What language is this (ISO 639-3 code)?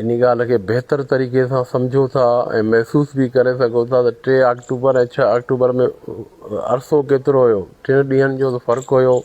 snd